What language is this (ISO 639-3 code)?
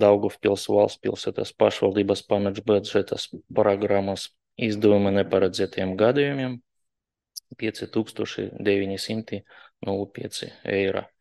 lav